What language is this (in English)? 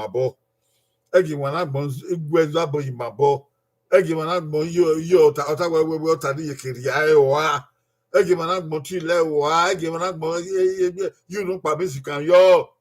Bini